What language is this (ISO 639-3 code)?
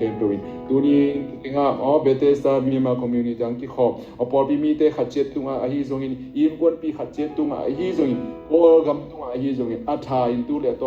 ctd